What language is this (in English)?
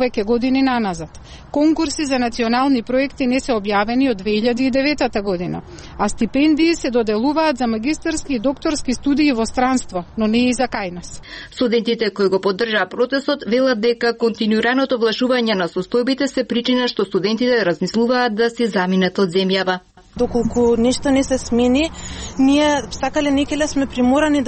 Macedonian